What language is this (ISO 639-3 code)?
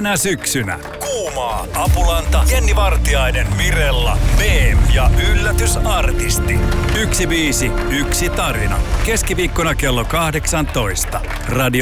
fin